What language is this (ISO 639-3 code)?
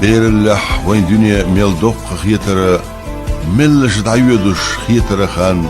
che